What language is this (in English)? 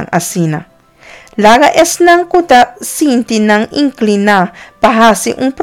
Papiamento